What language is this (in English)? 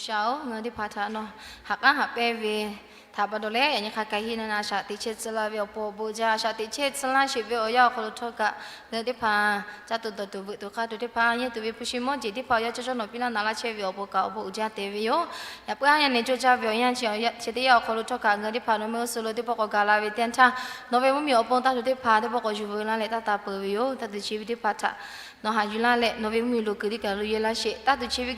Lahu